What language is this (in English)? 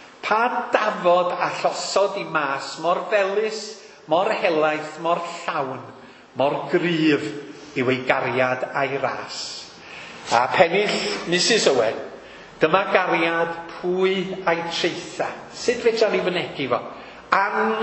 Welsh